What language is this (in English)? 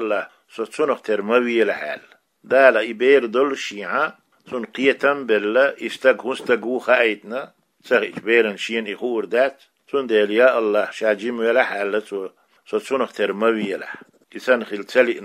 Chechen